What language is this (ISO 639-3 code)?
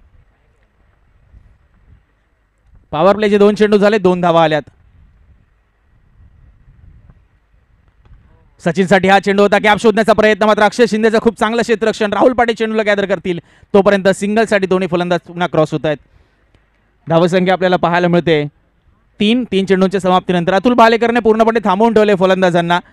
mar